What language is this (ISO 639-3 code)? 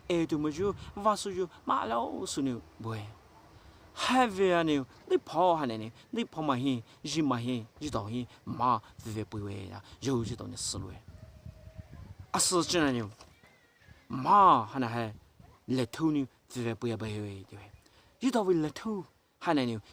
pmx